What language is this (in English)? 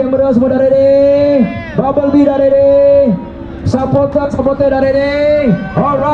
Malay